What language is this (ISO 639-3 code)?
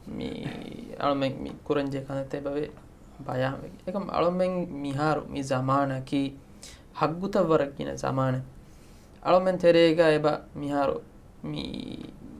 div